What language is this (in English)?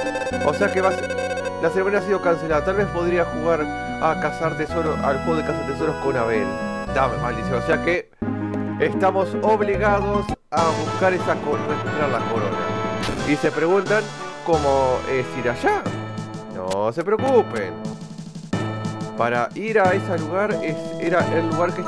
Spanish